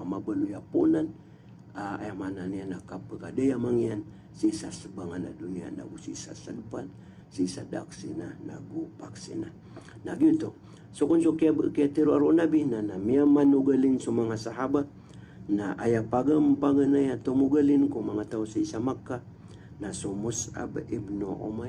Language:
Maranao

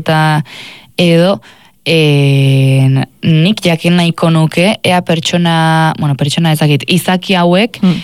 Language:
Basque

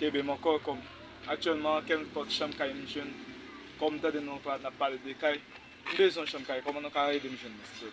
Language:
Haitian Creole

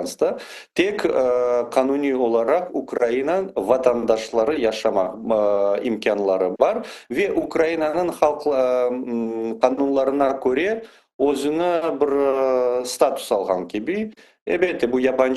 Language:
Crimean Tatar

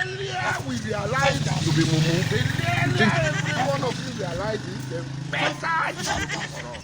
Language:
Nigerian Pidgin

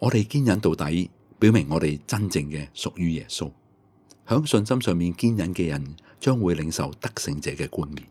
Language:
Cantonese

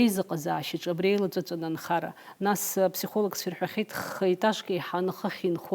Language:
Abkhazian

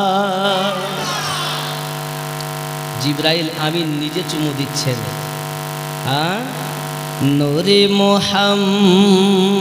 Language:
Bangla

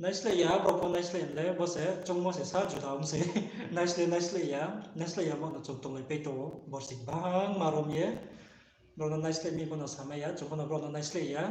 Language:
Riang (India)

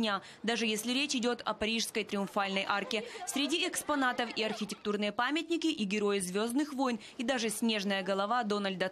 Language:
Russian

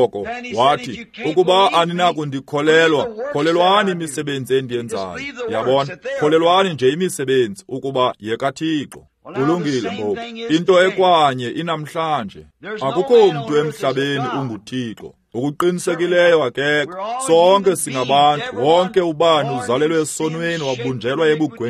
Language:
Xhosa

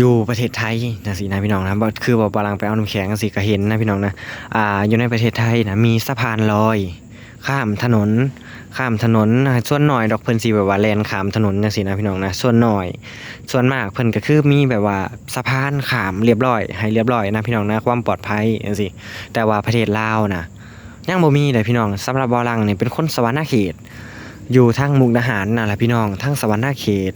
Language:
Lao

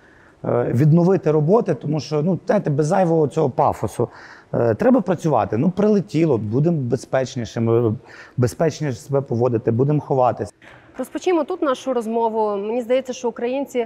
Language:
Ukrainian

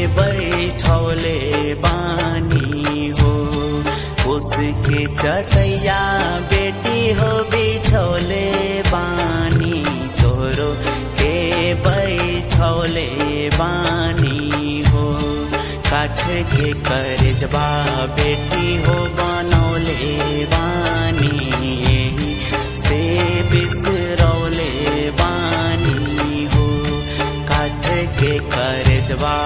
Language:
Bhojpuri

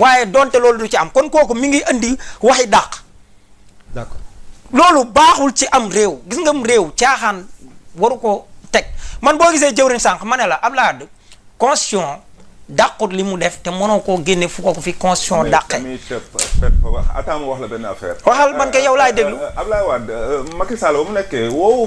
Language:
Wolof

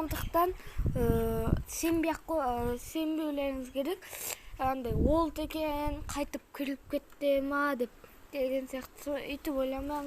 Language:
Kazakh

